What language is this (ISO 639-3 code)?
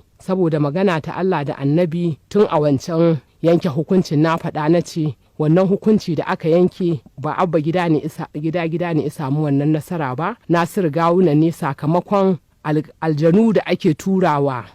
hau